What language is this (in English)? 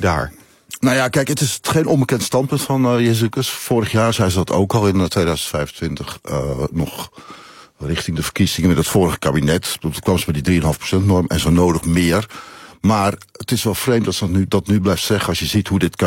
Dutch